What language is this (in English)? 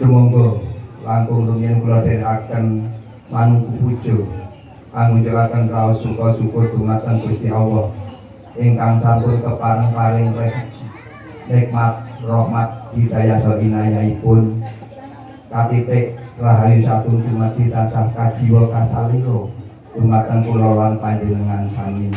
Javanese